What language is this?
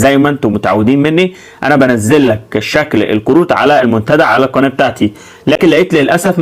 Egyptian Arabic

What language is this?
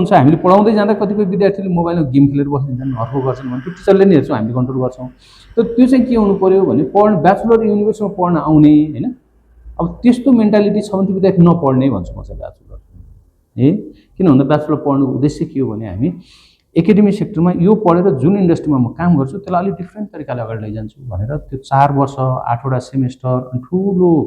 Nepali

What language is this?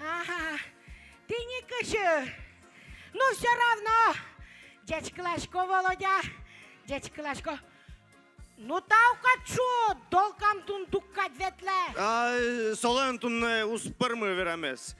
Udmurt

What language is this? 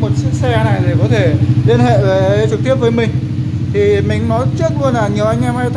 Vietnamese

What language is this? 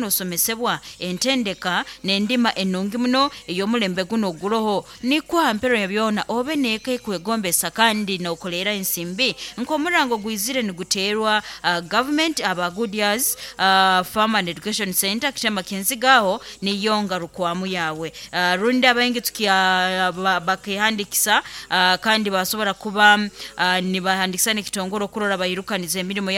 Nyoro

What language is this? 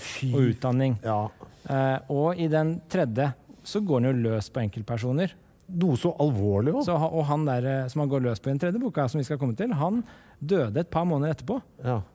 Norwegian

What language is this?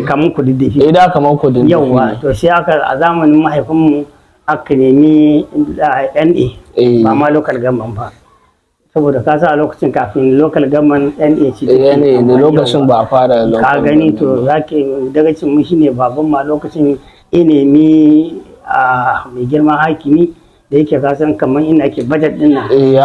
Hausa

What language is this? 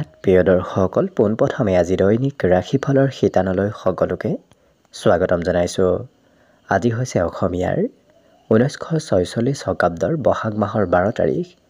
Assamese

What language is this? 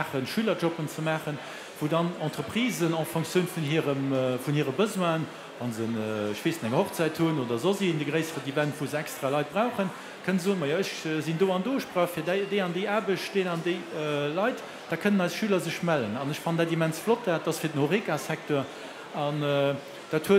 Luxembourgish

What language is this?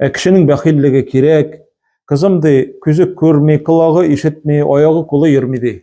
Tatar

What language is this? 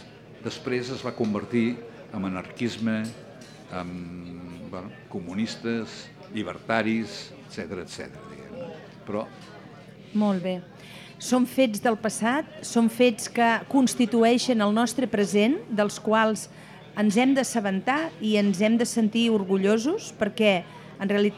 Catalan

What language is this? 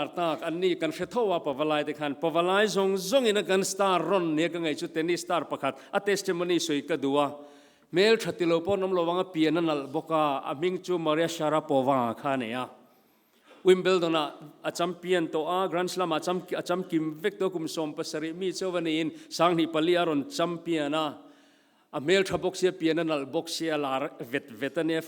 Mizo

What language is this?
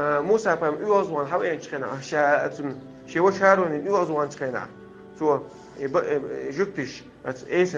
Chechen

